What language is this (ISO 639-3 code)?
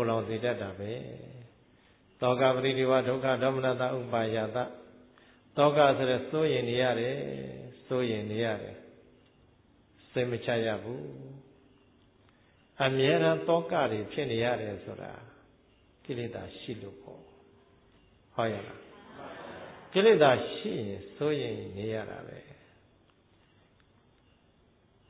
mya